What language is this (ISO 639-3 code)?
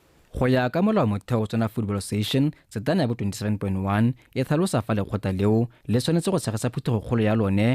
tsn